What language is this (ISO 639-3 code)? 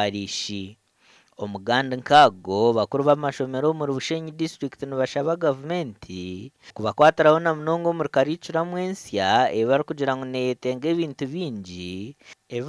nyn